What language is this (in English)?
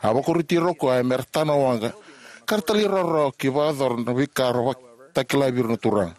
Fijian